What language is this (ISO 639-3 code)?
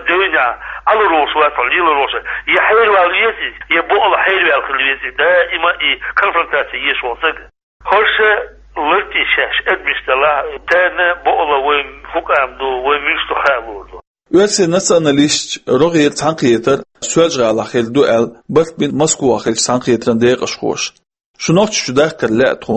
che